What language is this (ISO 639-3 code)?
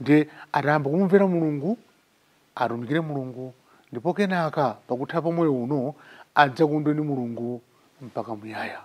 nya